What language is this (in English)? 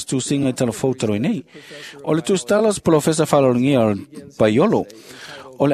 Samoan